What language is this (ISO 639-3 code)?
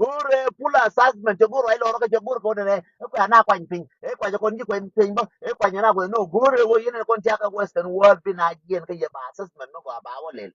nus